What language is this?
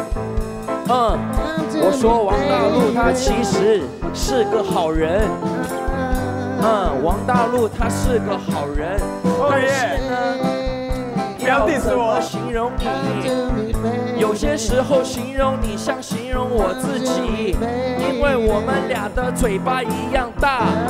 Chinese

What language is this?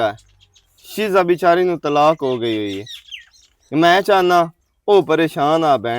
Western Panjabi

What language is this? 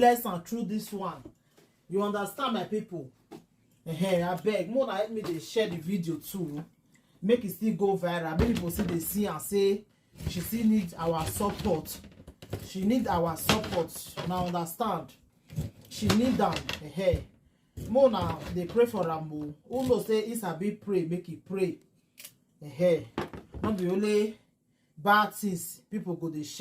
Nigerian Pidgin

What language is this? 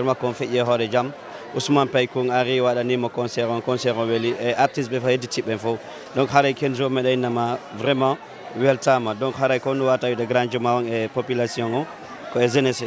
Fula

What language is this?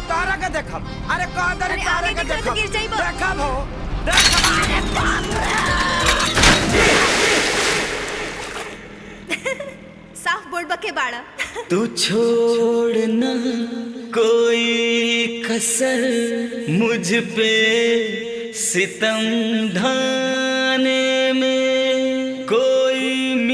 Bhojpuri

